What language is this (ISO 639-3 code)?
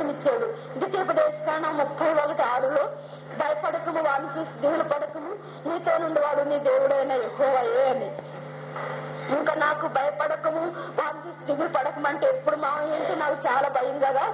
tel